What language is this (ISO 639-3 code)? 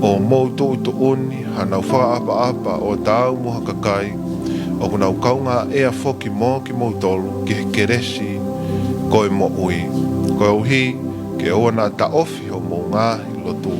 ton